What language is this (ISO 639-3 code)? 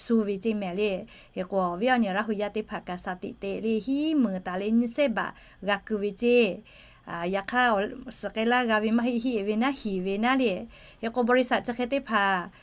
lhu